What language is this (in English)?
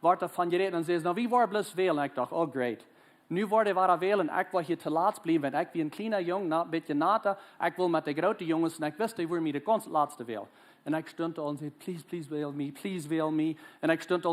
Plautdietsch